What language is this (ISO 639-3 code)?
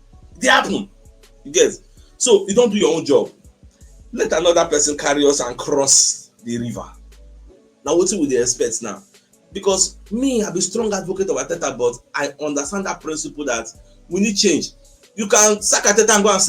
pcm